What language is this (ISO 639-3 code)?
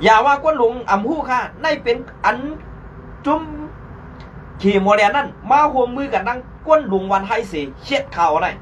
shn